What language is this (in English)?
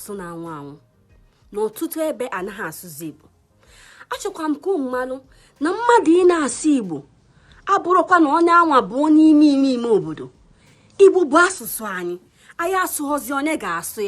Igbo